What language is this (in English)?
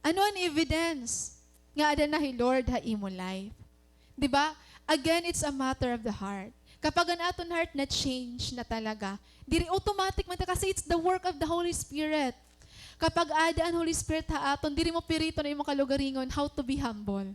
Waray